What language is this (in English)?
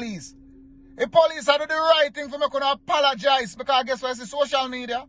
Jamaican Creole English